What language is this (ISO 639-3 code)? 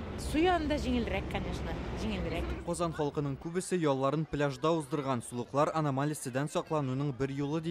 tat